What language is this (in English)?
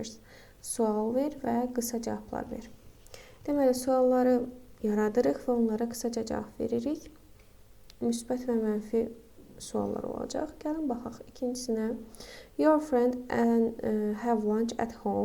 Azerbaijani